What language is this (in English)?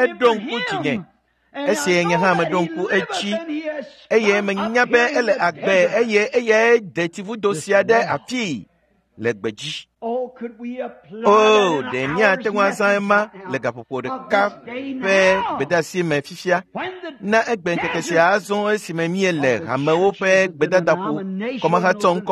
Ewe